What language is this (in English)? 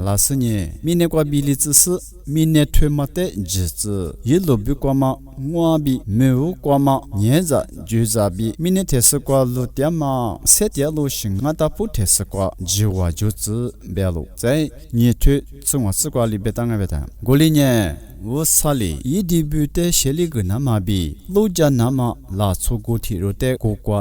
Lisu